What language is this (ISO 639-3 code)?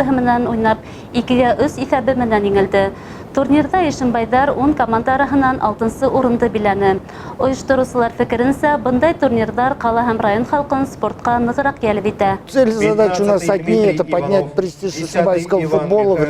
bak